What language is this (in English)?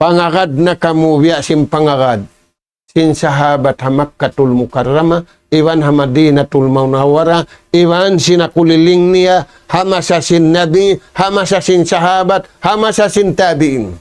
Tausug